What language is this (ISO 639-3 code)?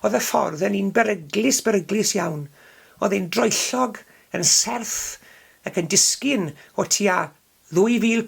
cym